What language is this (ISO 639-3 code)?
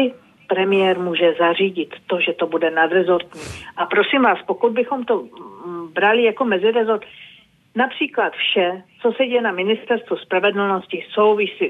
ces